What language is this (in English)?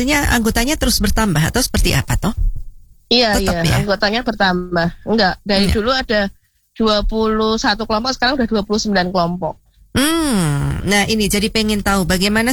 Indonesian